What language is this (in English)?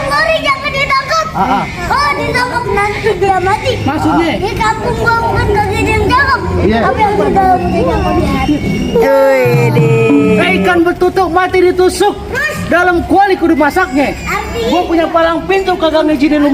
Betawi